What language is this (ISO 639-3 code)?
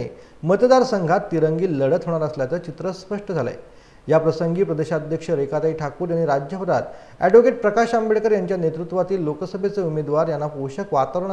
mar